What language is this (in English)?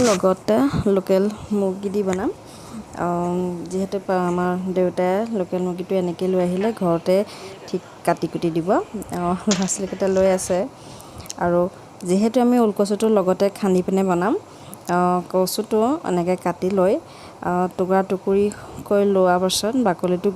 Assamese